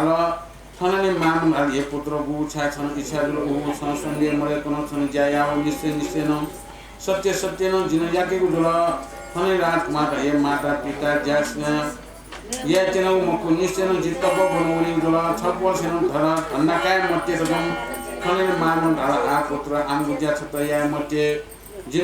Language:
Newari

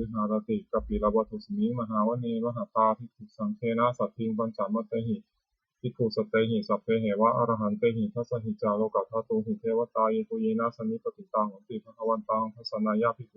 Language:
Pali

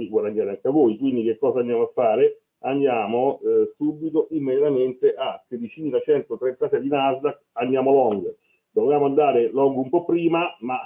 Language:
Italian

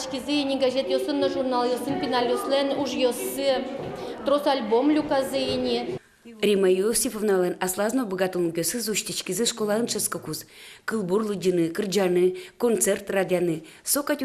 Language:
Udmurt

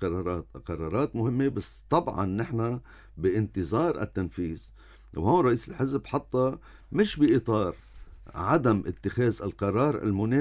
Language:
North Levantine Arabic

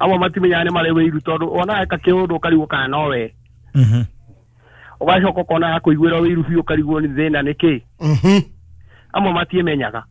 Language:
Kikuyu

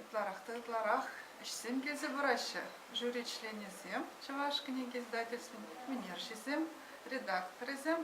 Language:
Chuvash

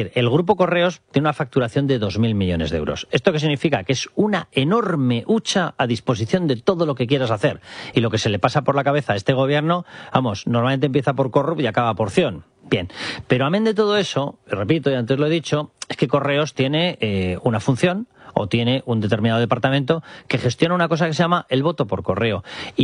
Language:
Spanish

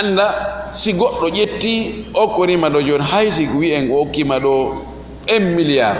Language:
Fula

